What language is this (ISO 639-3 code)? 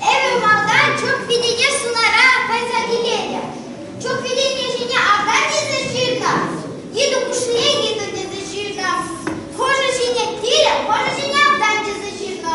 chv